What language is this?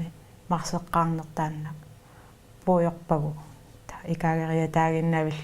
Kalaallisut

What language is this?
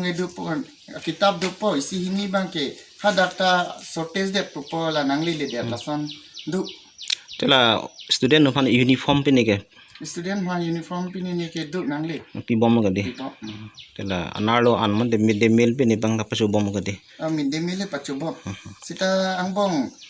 Karbi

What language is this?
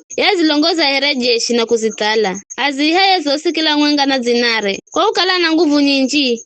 Giryama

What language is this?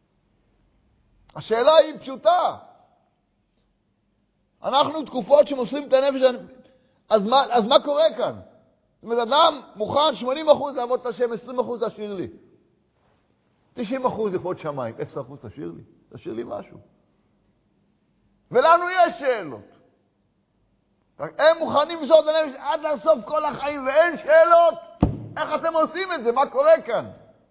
Hebrew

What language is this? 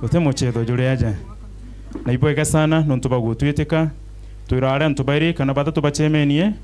Meru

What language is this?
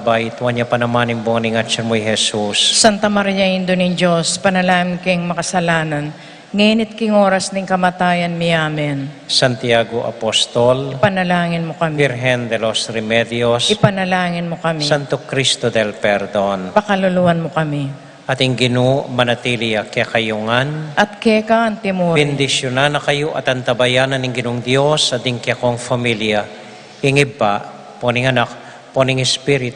Pampanga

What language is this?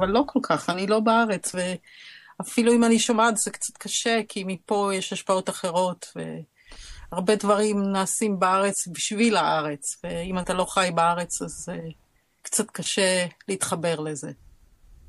Hebrew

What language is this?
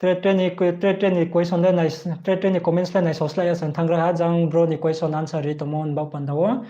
Riang (India)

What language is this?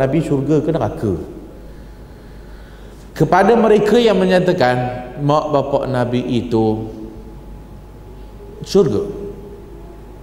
Malay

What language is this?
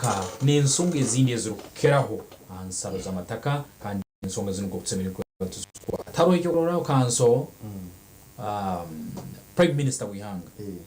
Nyankole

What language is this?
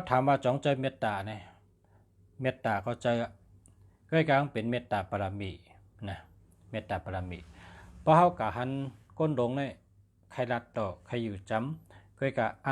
Shan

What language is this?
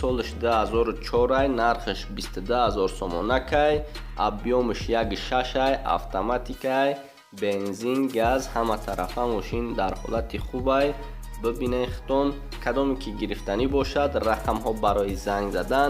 Tajik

